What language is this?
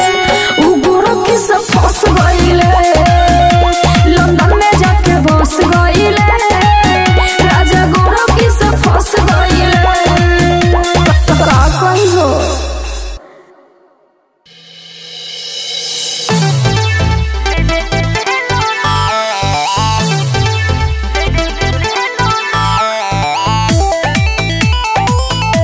Bhojpuri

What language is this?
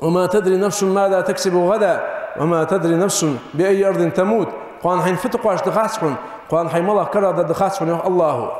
Ingush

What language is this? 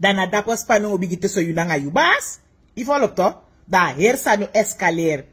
Sranan Tongo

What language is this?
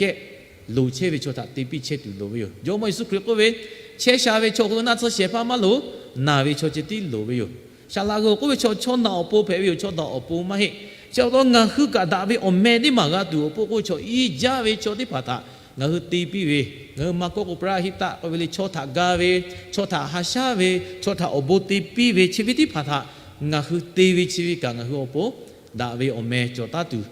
Lahu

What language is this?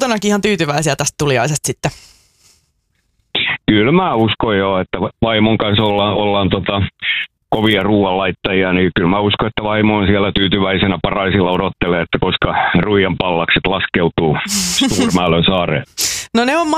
Finnish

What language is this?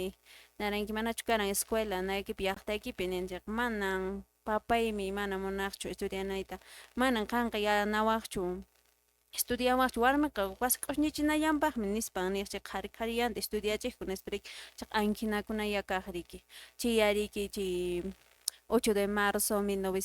Quechua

